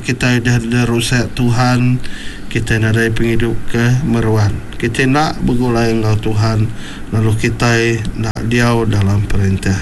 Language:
Iban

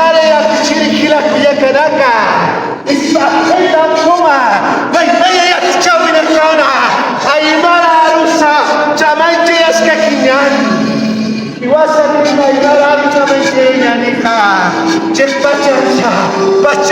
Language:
Aymara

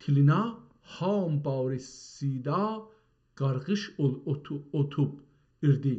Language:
South Azerbaijani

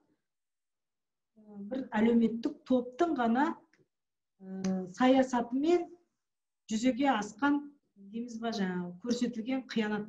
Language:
Kazakh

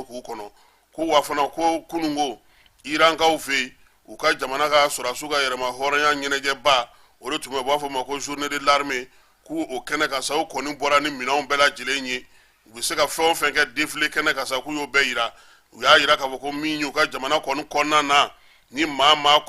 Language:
Bambara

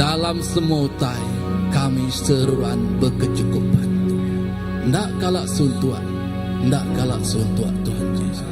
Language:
Iban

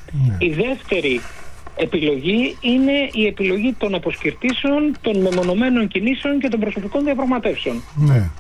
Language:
Greek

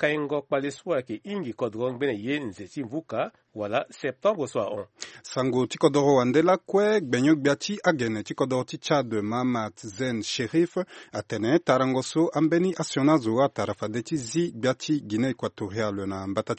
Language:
Sango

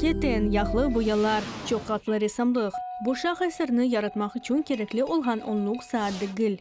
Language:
Crimean Tatar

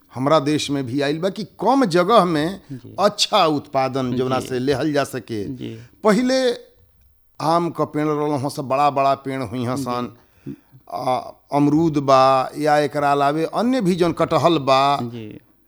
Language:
Bhojpuri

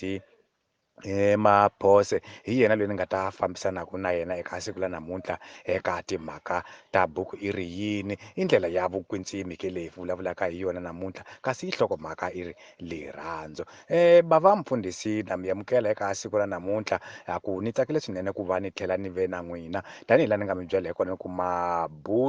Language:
Tsonga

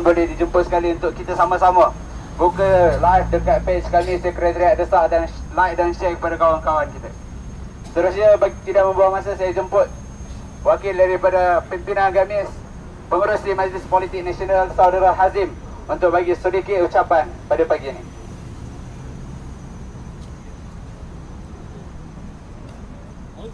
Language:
Malay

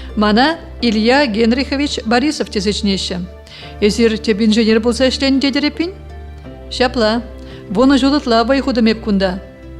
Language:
Chuvash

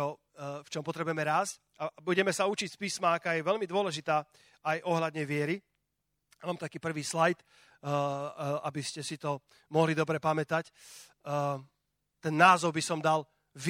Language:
Slovak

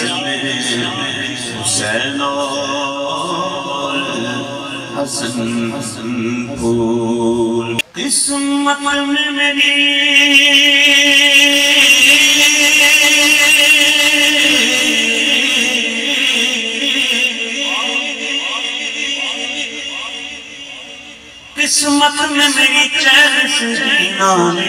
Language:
Urdu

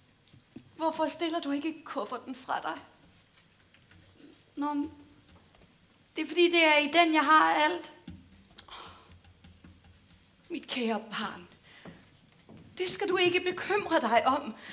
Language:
Danish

